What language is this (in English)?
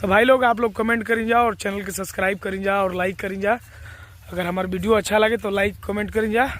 Bhojpuri